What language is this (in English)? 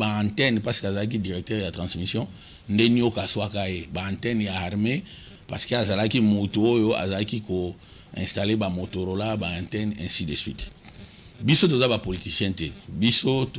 Lingala